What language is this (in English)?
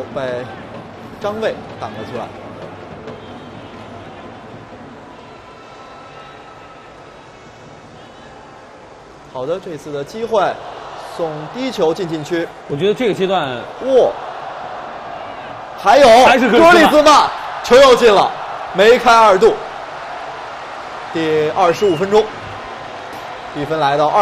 Chinese